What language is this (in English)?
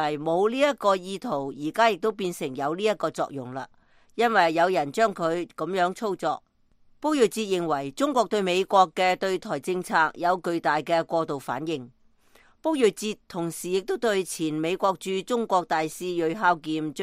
Cantonese